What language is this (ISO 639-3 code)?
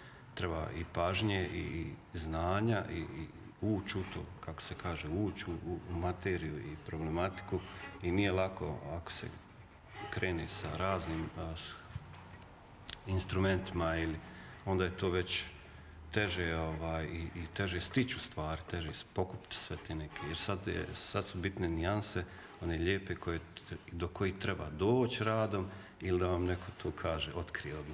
hrv